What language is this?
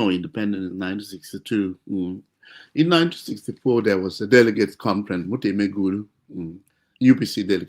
Acoli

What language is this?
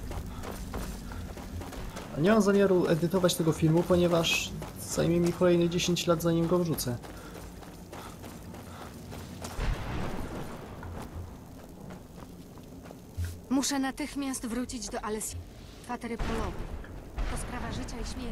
Polish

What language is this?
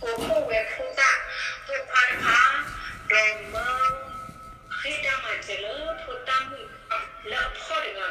S'gaw Karen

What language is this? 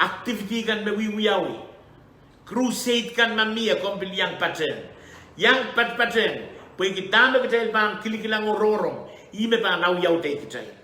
Pohnpeian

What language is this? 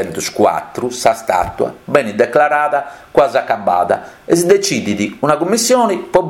Sardinian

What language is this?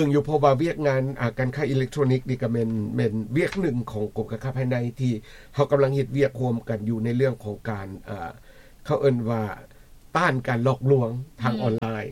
Lao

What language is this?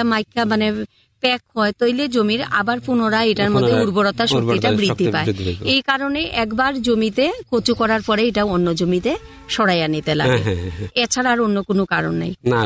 Bangla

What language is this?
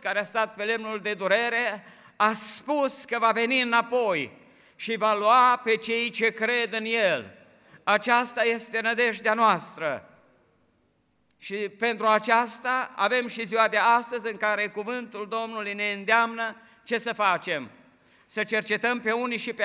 Romanian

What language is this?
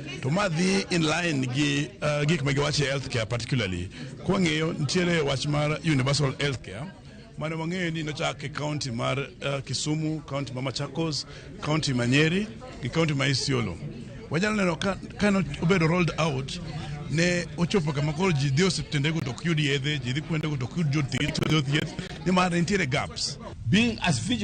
Luo (Kenya and Tanzania)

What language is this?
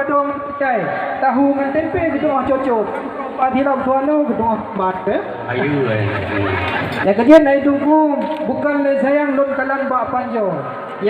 Achinese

